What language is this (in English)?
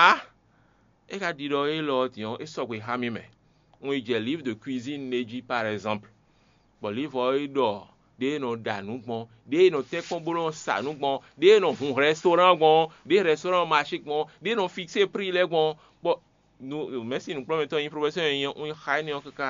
Fon